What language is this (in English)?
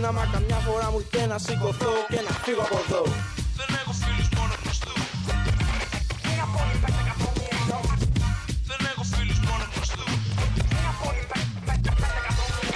Greek